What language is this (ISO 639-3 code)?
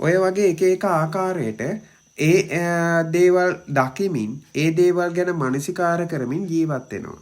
sin